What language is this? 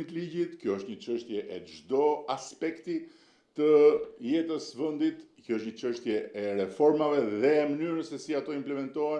Albanian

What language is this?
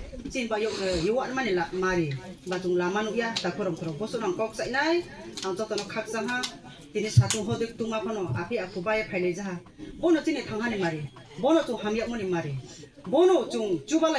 Kok Borok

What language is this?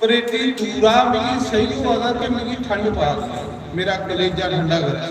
Dogri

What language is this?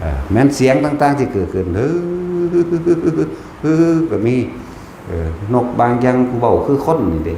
Lao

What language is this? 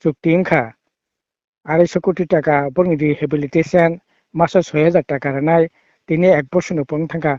Kok Borok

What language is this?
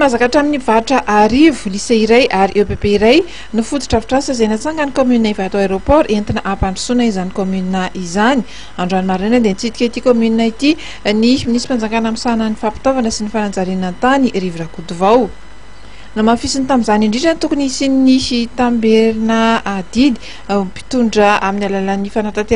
Malagasy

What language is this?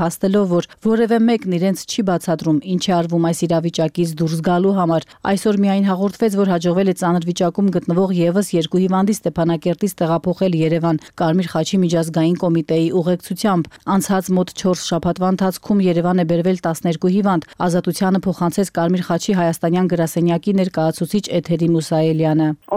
Armenian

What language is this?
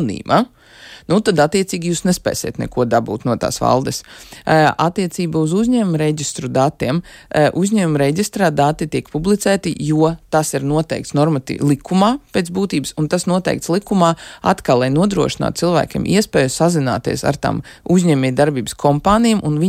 Latvian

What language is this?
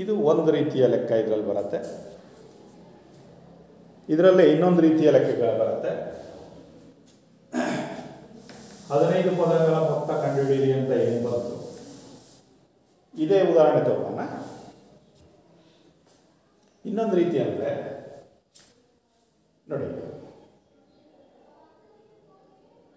Kannada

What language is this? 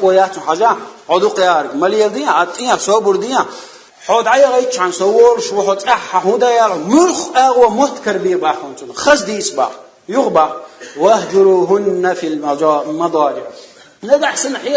Chechen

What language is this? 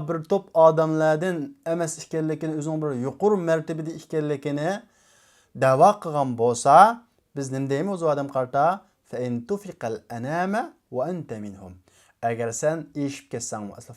Uyghur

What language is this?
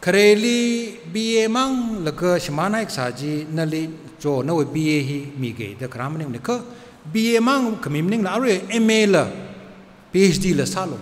Tangkhul Naga (India)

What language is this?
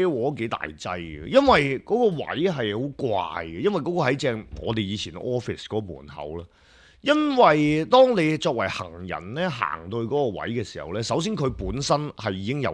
Cantonese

